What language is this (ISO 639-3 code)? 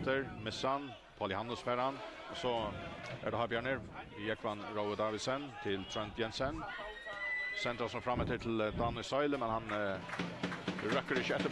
fao